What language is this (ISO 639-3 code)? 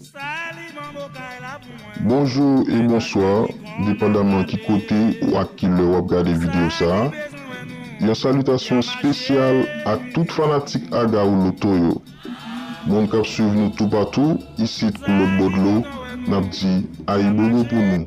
hat